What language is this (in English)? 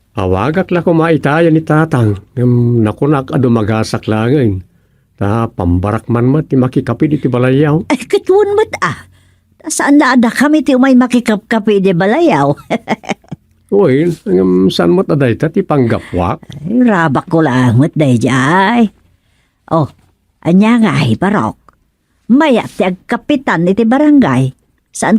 Iloko